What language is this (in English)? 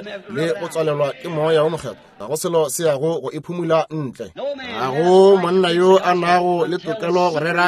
Northern Sotho